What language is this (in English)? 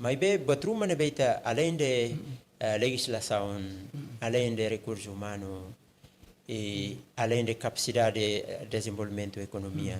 Tetum